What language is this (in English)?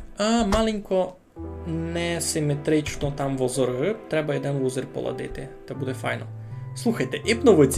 Rusyn